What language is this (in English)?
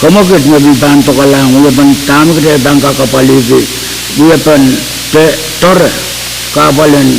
Pohnpeian